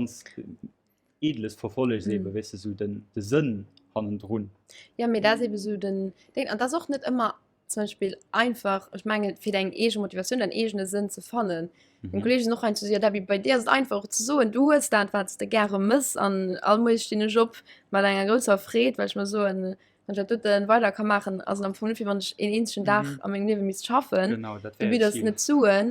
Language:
Luxembourgish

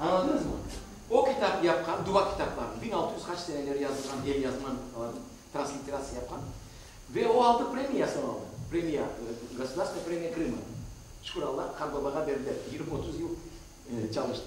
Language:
Crimean Tatar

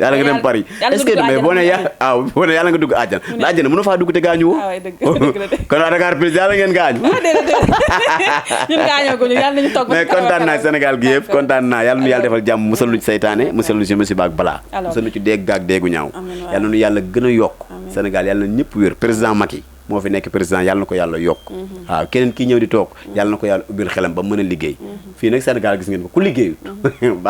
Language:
Wolof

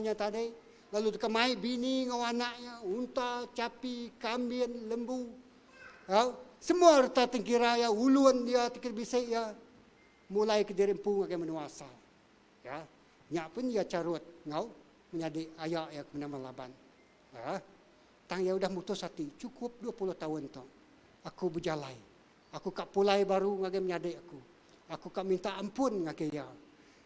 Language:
Iban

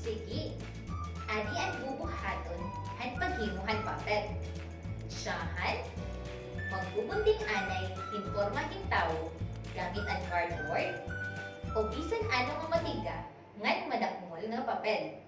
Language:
Waray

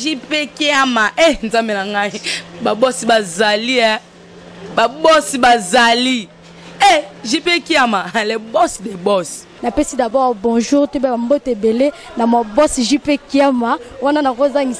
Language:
Lingala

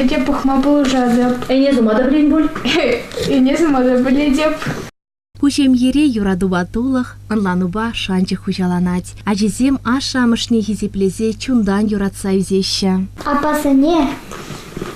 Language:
Chuvash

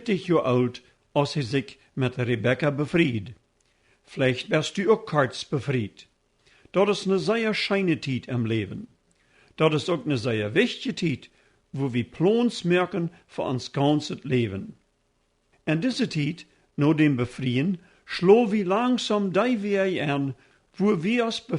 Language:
Plautdietsch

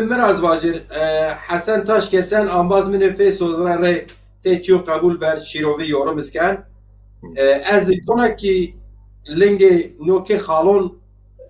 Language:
Zaza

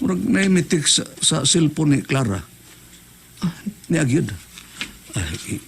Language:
Cebuano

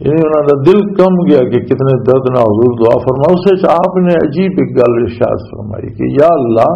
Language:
Western Panjabi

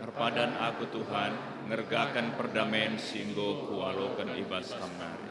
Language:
Batak Karo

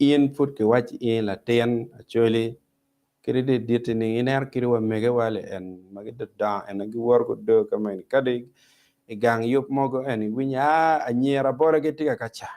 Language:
Acoli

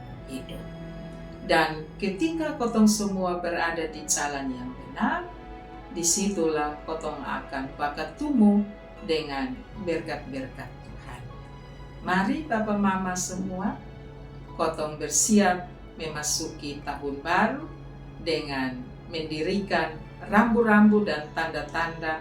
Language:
Kupang Malay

